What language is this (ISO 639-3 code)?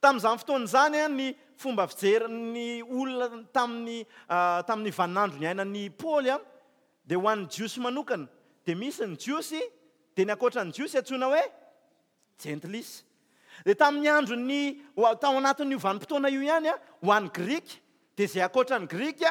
mlg